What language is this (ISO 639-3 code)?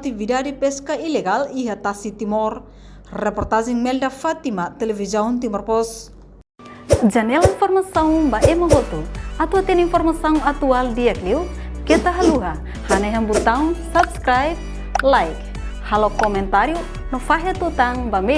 tet